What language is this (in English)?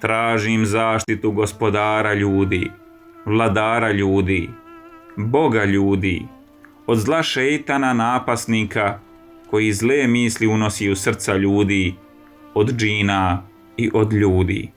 Bosnian